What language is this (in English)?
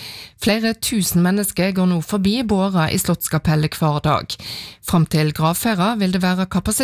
Norwegian